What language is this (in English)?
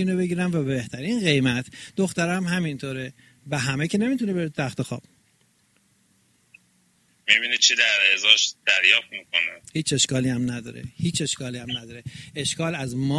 Persian